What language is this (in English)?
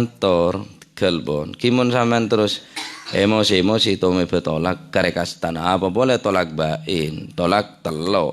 Madurese